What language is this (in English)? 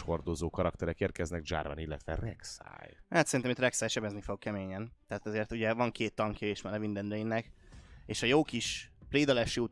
Hungarian